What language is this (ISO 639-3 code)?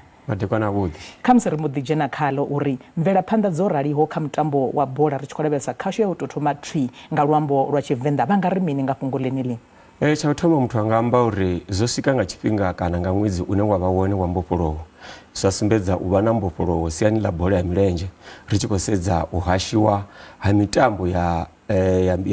ven